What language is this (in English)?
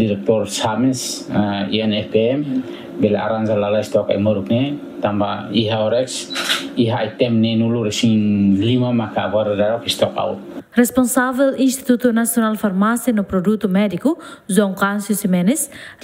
Tetum